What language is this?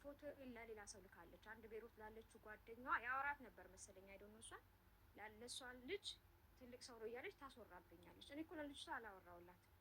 Amharic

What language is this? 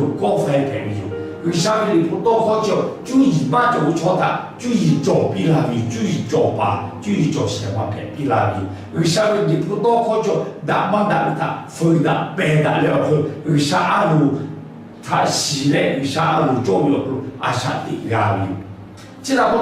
Lahu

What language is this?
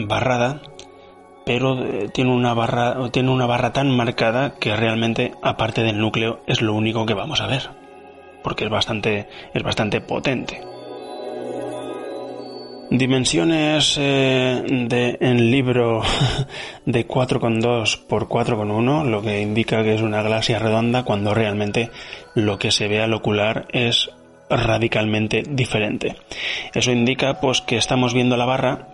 Spanish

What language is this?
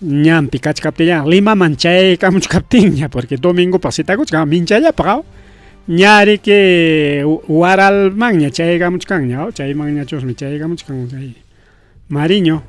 Ayacucho Quechua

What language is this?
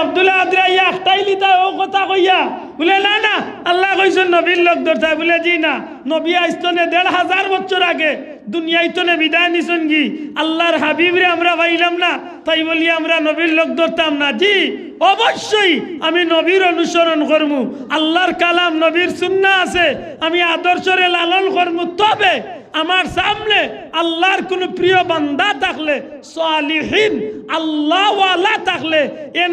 Sylheti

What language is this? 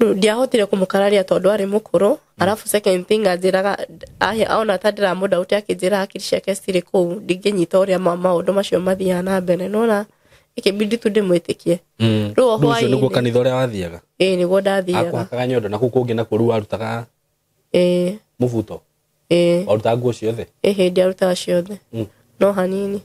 Kikuyu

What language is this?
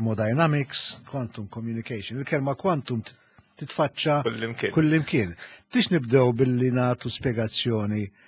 Maltese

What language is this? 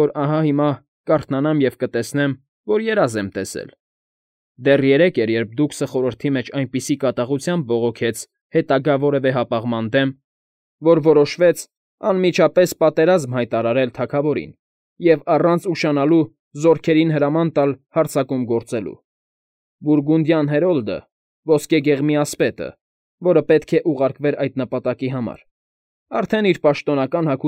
Armenian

